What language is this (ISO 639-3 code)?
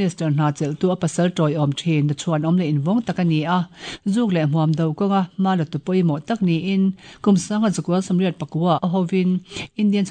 lus